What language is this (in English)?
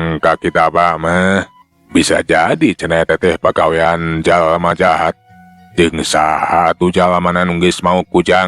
Sundanese